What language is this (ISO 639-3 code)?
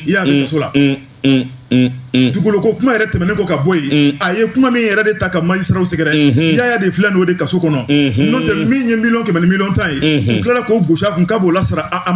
bam